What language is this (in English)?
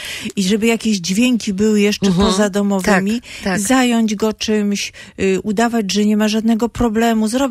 Polish